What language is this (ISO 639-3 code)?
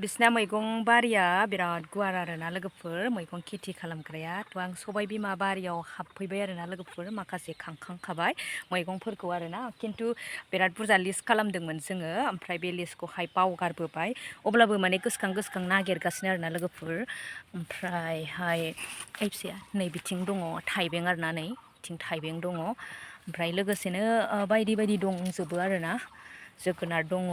brx